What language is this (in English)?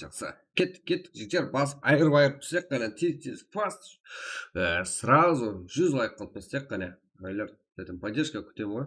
Kara-Kalpak